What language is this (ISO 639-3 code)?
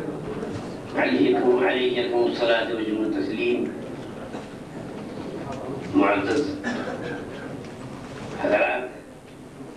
urd